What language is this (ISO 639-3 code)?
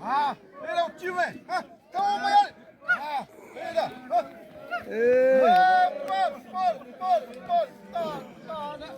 xav